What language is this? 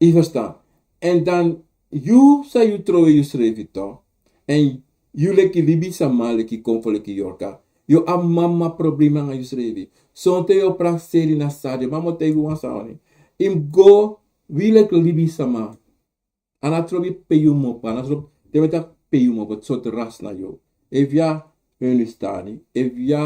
Sranan Tongo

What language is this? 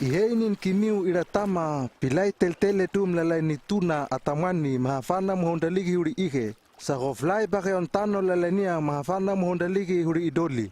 Hano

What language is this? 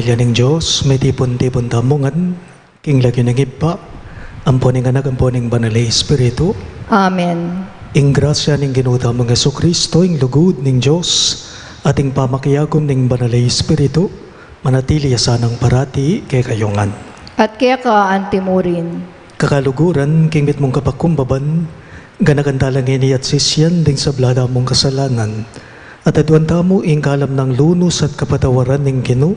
Pampanga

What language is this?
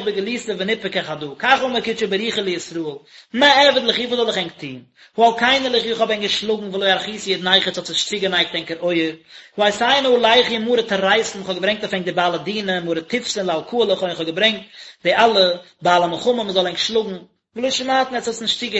Yiddish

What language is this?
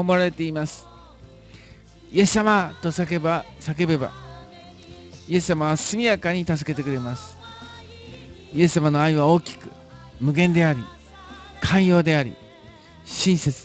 Japanese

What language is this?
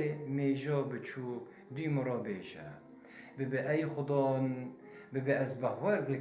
Kurdish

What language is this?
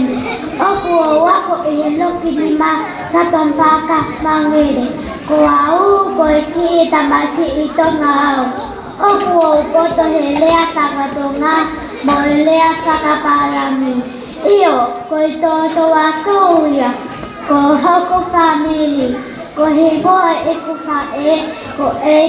Tongan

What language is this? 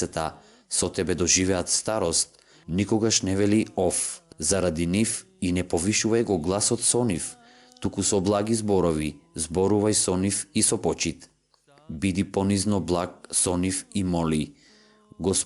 Macedonian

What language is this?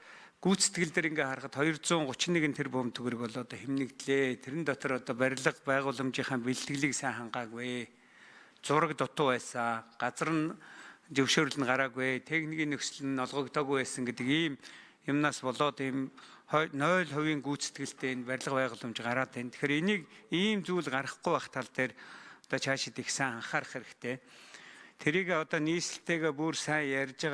Mongolian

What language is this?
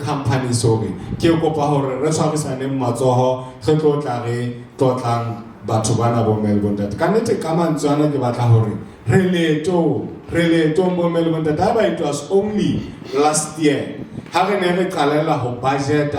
Southern Sotho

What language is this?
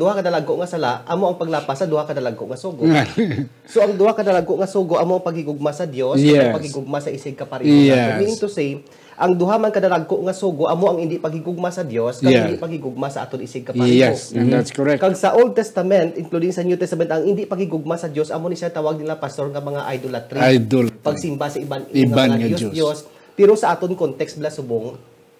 Hiligaynon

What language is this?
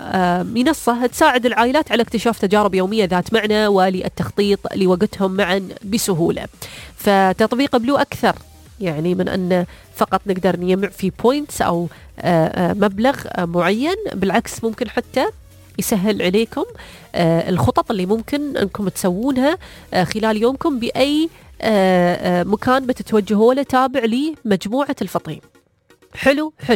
Najdi Arabic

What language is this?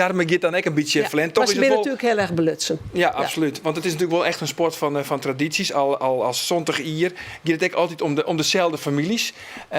Western Frisian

